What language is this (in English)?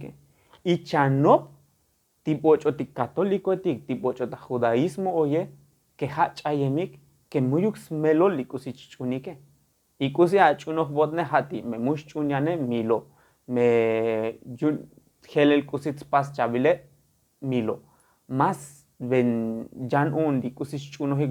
Tzotzil